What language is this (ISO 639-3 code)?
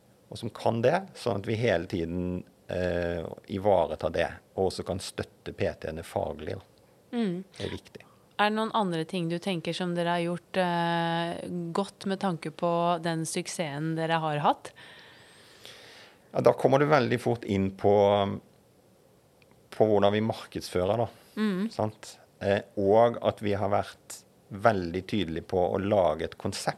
nor